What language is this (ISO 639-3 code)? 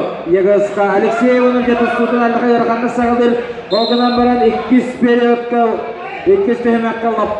sah